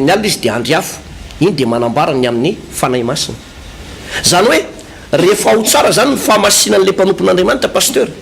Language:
Malagasy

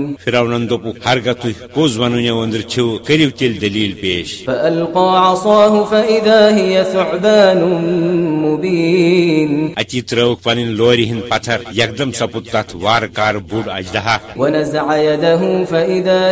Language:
Kashmiri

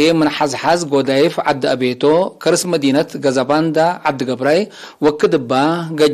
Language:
Tigre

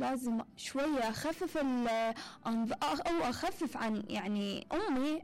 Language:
Mesopotamian Arabic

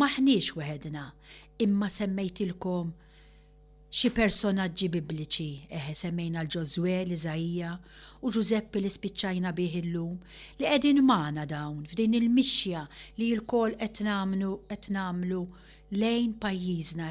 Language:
Maltese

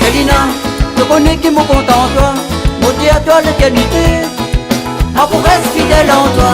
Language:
Réunion Creole French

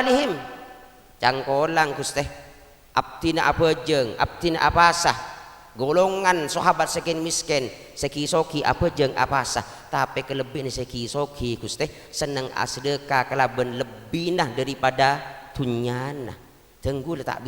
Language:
Madurese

